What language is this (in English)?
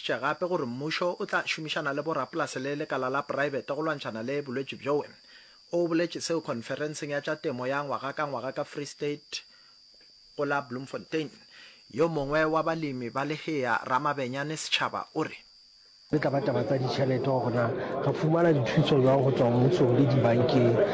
Northern Sotho